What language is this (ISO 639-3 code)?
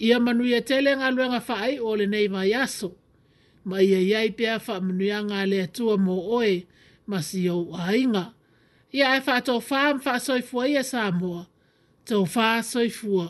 smo